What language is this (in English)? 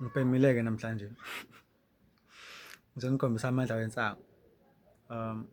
Zulu